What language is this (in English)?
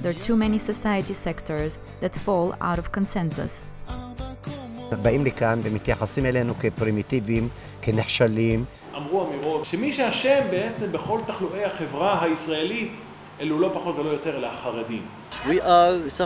Hebrew